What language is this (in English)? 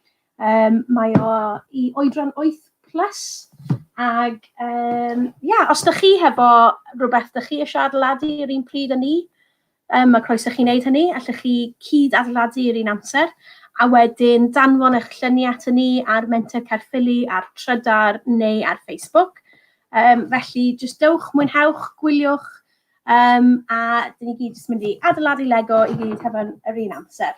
Welsh